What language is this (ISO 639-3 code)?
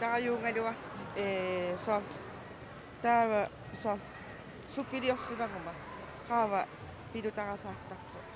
kal